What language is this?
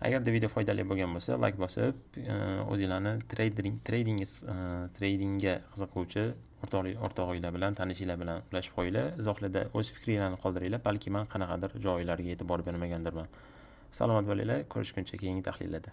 Uzbek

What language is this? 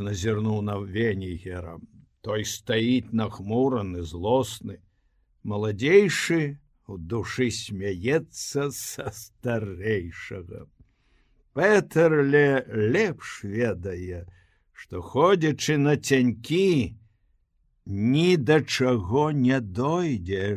Belarusian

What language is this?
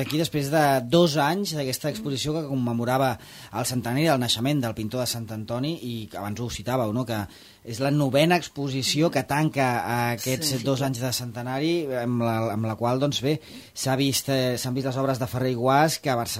Catalan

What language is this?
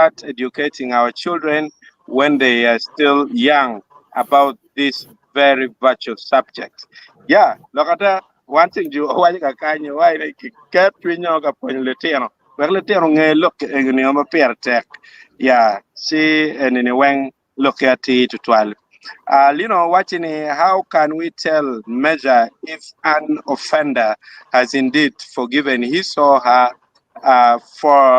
Acoli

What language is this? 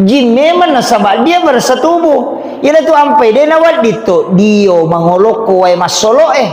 Buginese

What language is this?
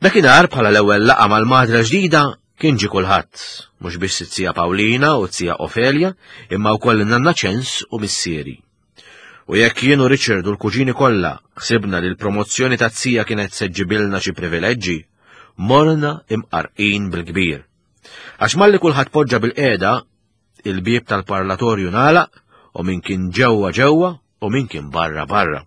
Maltese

